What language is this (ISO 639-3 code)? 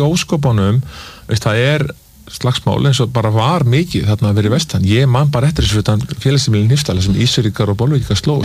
isl